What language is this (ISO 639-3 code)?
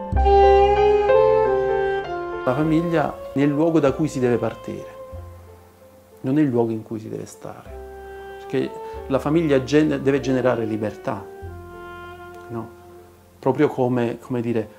ita